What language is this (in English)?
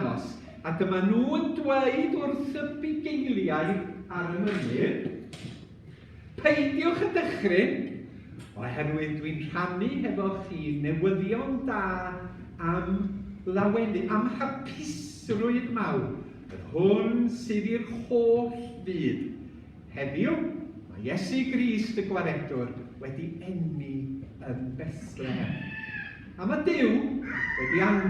Welsh